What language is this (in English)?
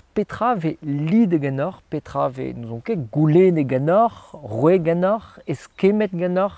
Breton